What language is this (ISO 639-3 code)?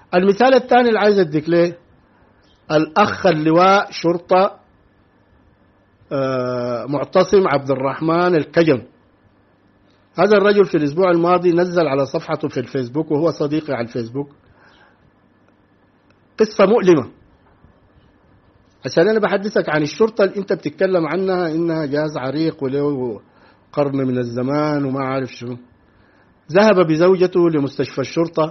apd